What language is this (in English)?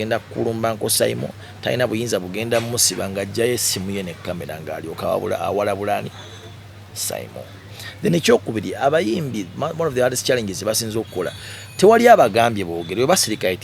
Ganda